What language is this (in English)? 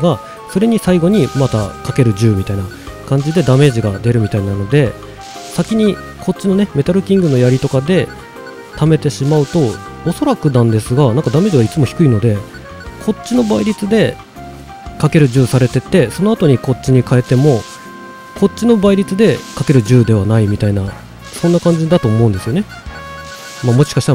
Japanese